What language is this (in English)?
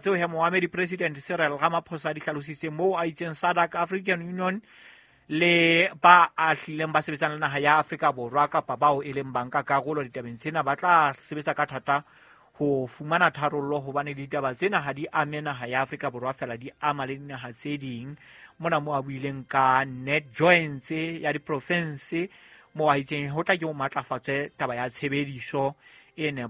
Southern Sotho